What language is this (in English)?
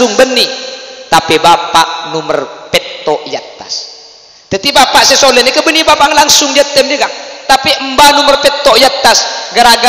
Madurese